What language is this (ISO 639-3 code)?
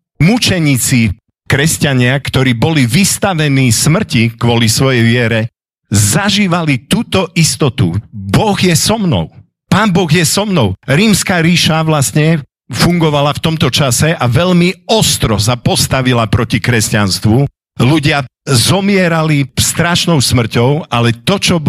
slk